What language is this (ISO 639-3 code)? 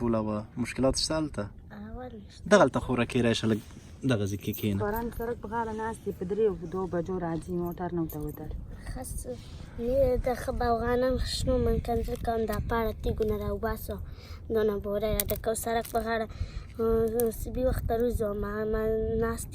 pus